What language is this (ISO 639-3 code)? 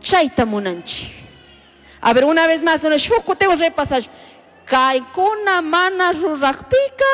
qug